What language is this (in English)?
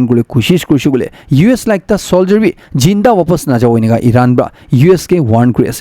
Naga Pidgin